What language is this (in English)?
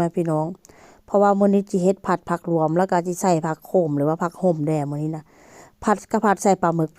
Northeastern Thai